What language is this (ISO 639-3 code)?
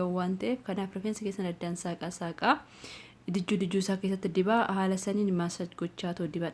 orm